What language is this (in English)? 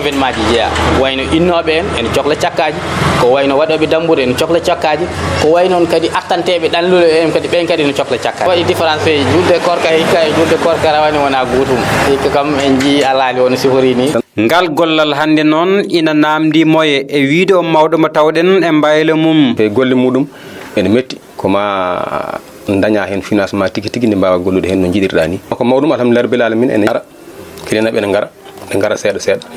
Fula